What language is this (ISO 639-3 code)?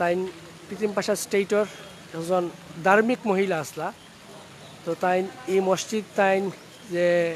syl